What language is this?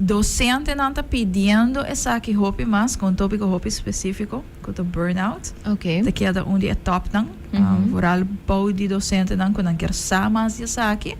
Papiamento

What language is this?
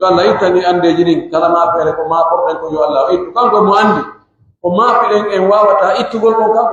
Pular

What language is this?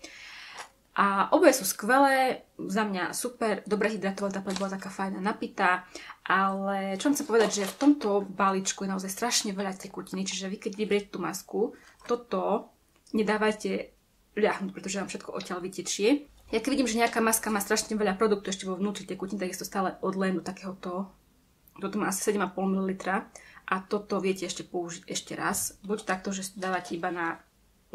Slovak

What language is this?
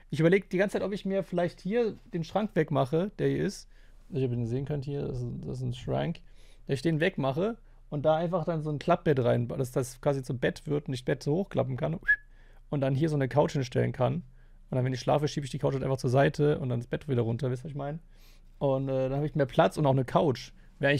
German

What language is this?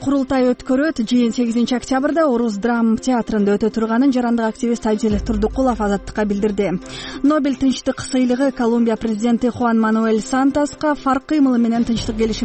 Kyrgyz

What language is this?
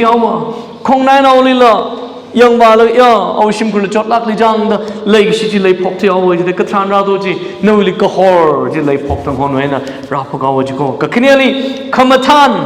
Tangkhul Naga (India)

